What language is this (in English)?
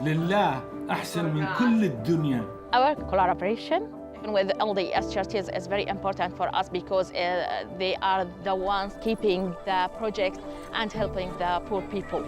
Tahitian